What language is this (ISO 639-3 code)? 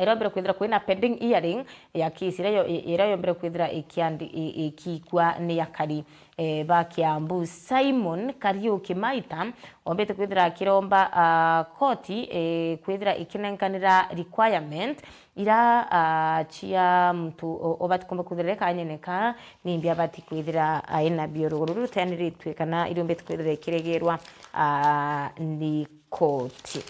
mer